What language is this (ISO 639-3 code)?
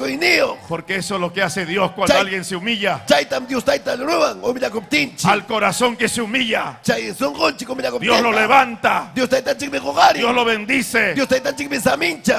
quy